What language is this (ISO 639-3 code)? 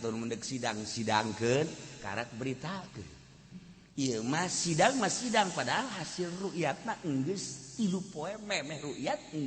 sun